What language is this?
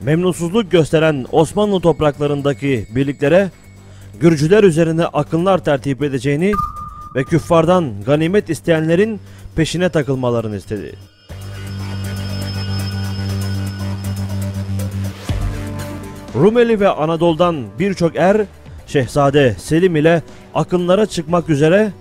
Turkish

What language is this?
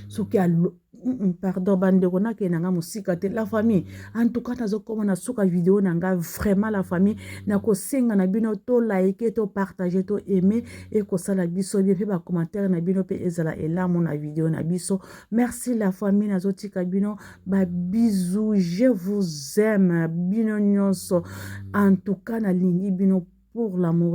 Lingala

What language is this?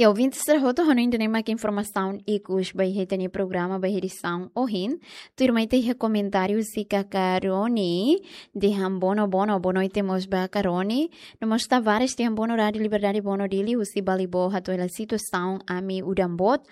Tetum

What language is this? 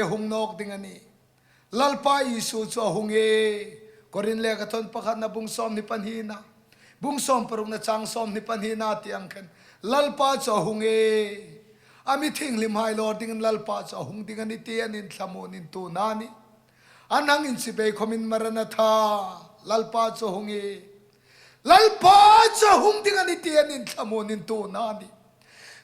Hmar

